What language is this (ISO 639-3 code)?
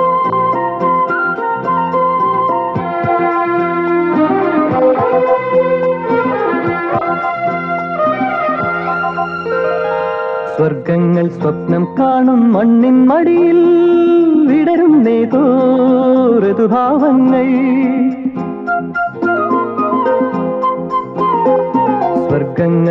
mal